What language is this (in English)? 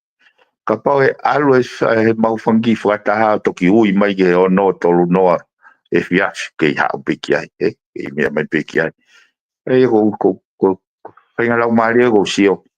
Tongan